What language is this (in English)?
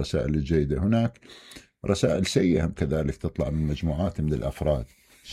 Mesopotamian Arabic